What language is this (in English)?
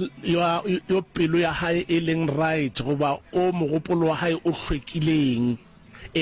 Northern Sotho